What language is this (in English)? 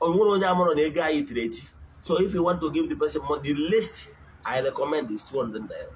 Igbo